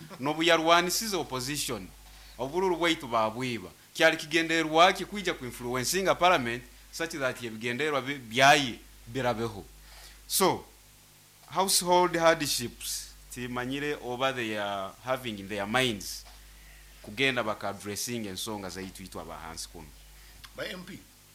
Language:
Nyoro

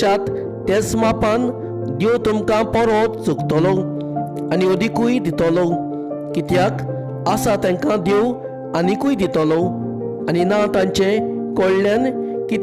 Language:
Konkani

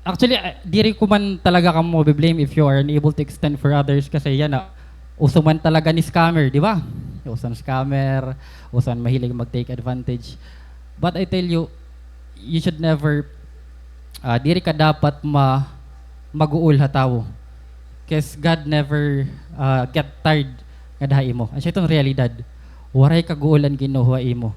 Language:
Waray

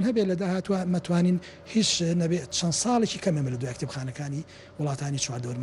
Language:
Central Kurdish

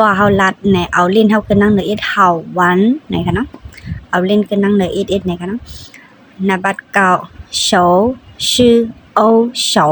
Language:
Shan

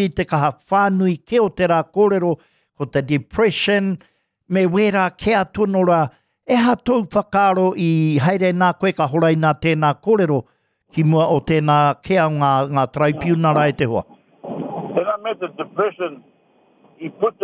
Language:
Māori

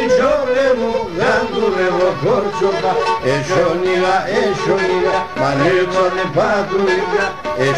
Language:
Pontic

